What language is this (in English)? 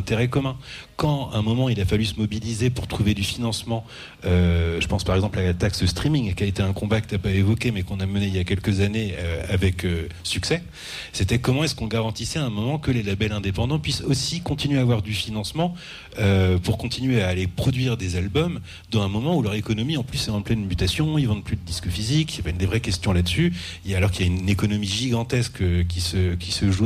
French